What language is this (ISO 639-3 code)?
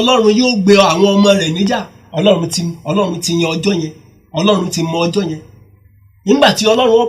yor